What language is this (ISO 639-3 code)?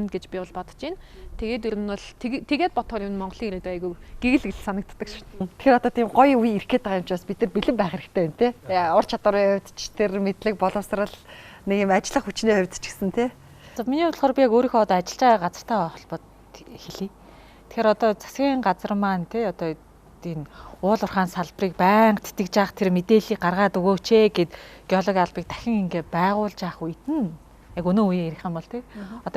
mon